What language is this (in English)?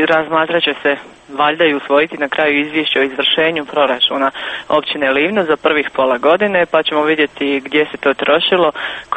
Croatian